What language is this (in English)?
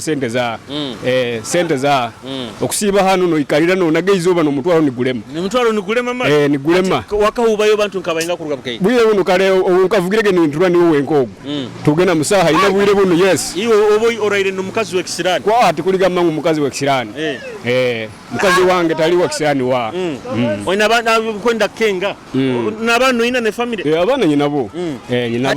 Nyoro